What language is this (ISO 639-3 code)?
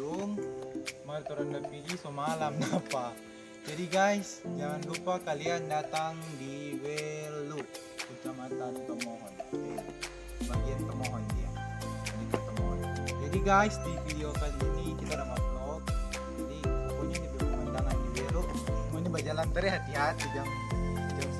xmm